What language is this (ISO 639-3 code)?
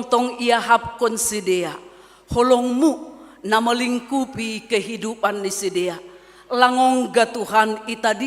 bts